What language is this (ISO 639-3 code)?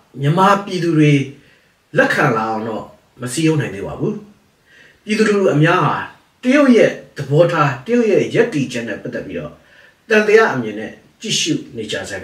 mya